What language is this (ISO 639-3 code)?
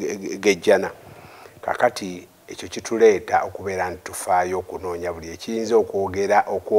lug